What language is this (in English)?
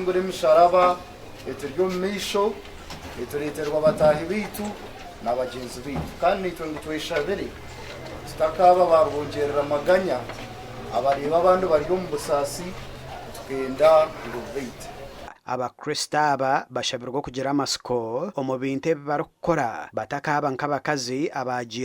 Nyankole